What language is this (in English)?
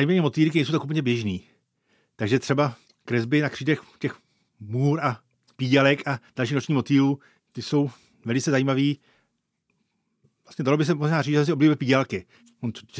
Czech